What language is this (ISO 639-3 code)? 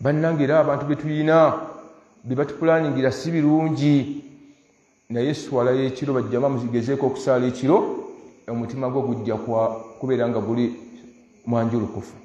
lug